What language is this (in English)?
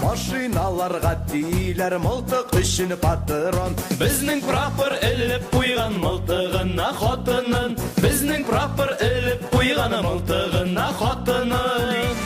Bashkir